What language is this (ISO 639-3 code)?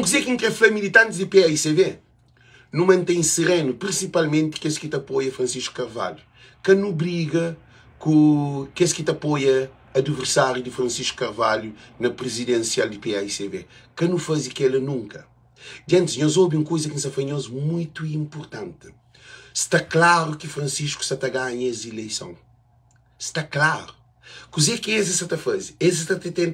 kea